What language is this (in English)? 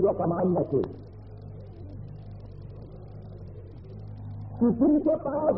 Urdu